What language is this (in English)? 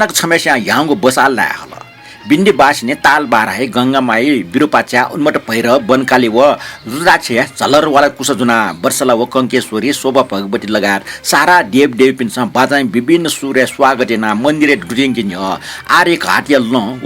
Newari